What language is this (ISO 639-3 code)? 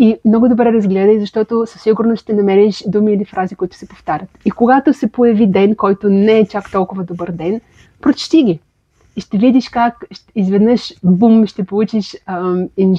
bul